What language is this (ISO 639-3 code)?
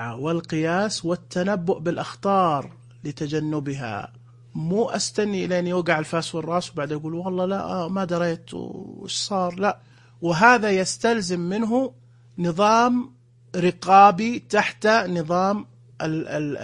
ars